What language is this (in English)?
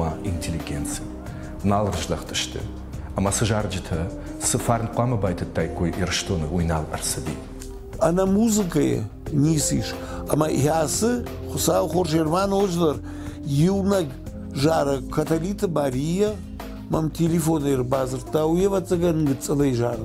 Ossetic